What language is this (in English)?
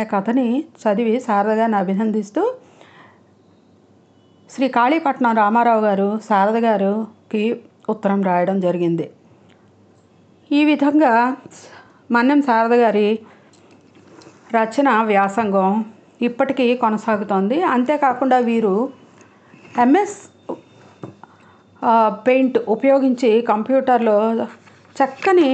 Telugu